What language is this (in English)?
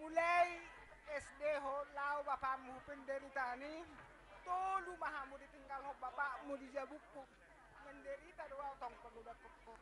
Batak Toba